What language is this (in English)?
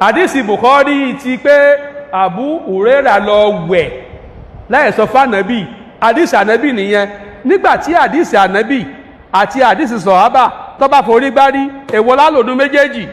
Yoruba